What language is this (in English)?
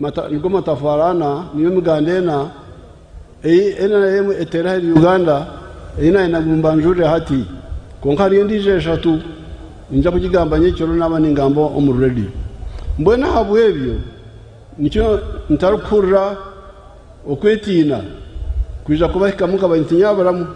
Nyankole